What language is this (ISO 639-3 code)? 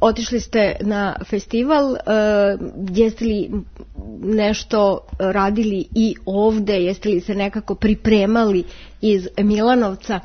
srp